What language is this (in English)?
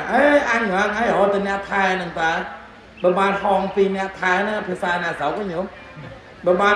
Khmer